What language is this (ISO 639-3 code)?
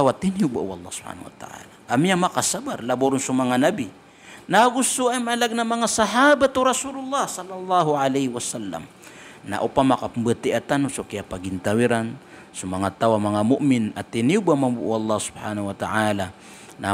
mrw